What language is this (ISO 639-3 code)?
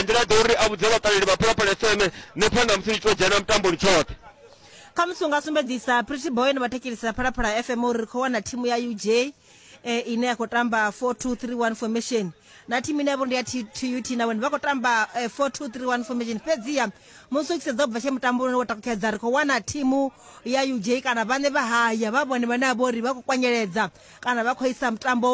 ven